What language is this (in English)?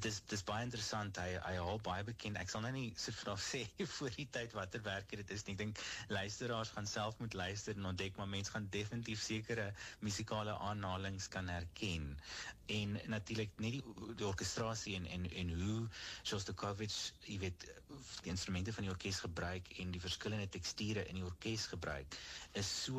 Afrikaans